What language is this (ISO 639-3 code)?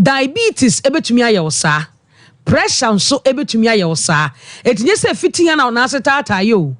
aka